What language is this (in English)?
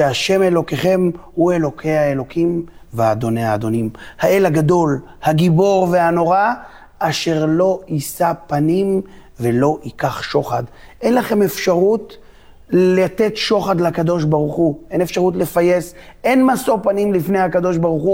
Hebrew